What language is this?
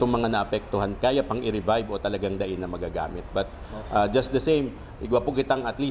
Bikol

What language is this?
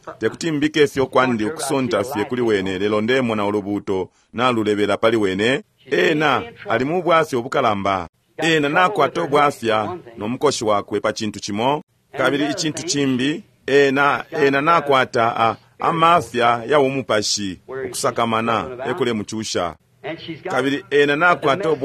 Bemba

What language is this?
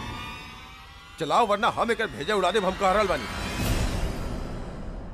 Bhojpuri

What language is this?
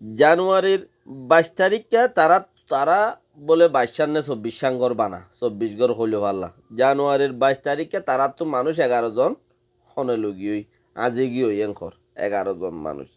Rohingya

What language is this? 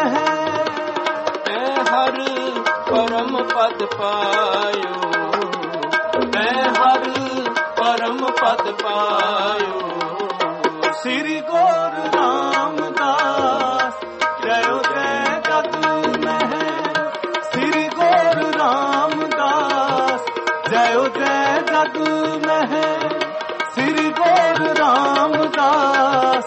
Punjabi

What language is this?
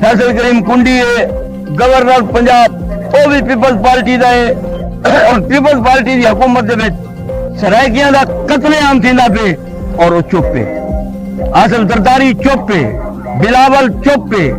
Saraiki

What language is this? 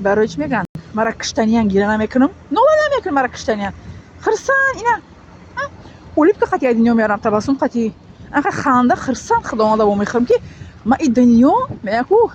Tajik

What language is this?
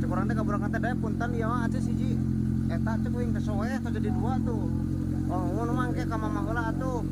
Sundanese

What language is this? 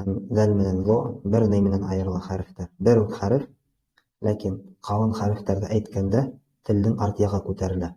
Bashkir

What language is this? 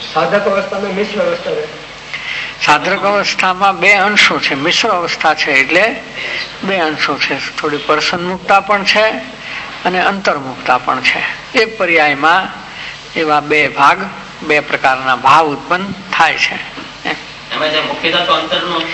Gujarati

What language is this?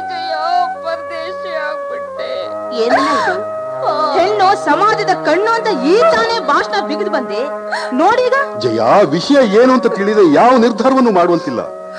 Kannada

